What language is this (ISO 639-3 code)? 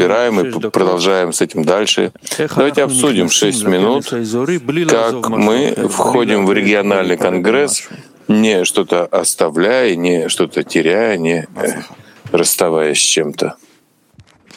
rus